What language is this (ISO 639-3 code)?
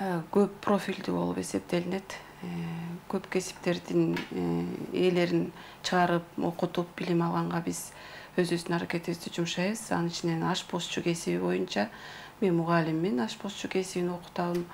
kir